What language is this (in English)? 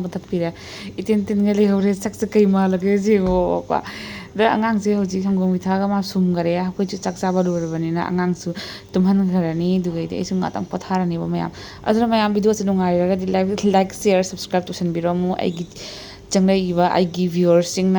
Manipuri